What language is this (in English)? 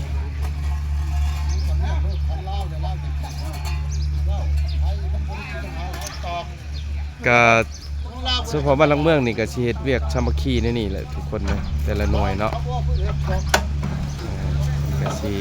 Lao